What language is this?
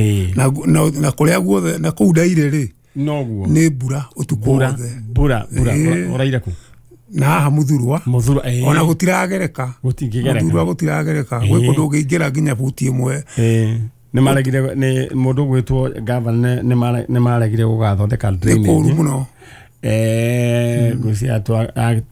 Kikuyu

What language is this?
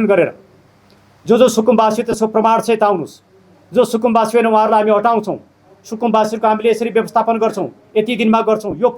Nepali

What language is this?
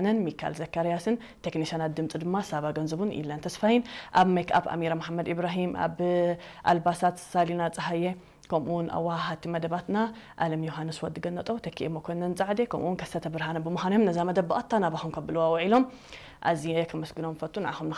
Tigrinya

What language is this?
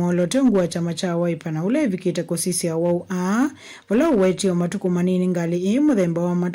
Kamba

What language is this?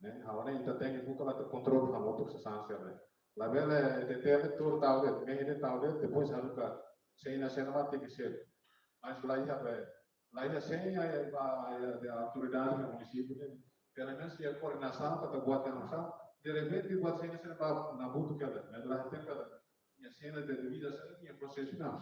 Tetum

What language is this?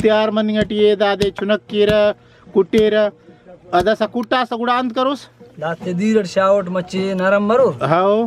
Brahui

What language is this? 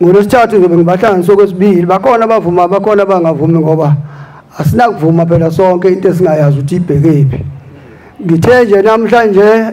Zulu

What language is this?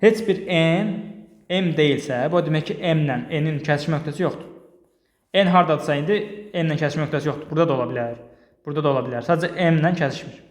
Azerbaijani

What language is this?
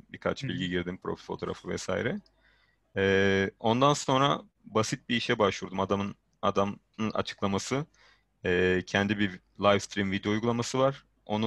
Turkish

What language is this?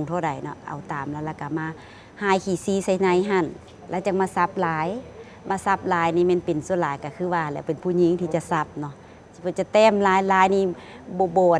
Lao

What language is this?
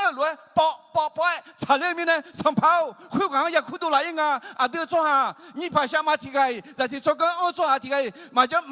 Akha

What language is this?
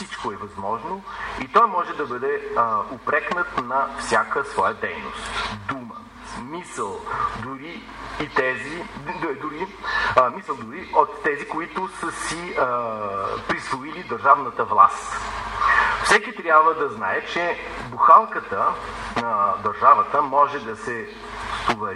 Bulgarian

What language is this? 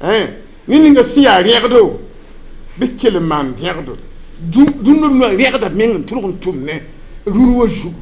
Mossi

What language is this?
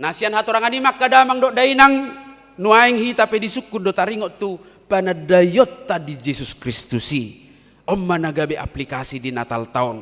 Batak Toba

